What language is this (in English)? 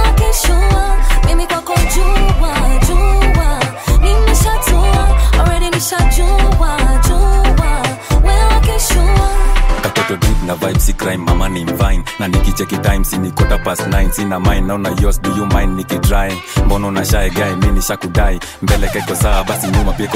Swahili